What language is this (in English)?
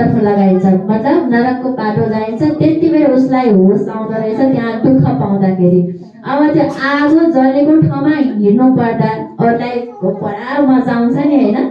Nepali